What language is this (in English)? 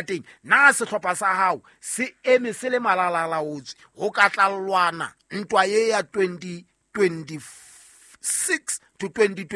Southern Sotho